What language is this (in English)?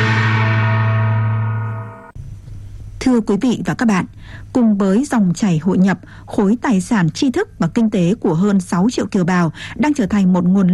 Vietnamese